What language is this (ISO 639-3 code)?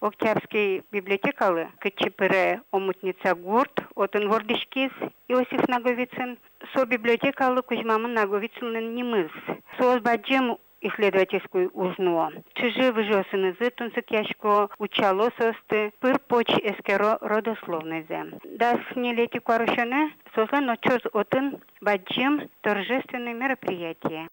udm